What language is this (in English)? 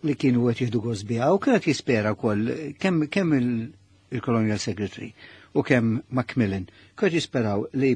Maltese